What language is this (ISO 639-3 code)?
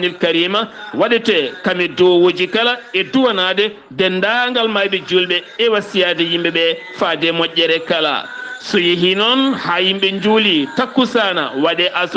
ful